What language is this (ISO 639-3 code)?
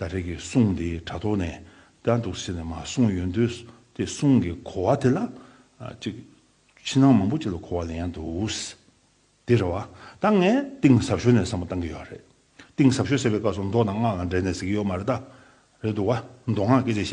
bod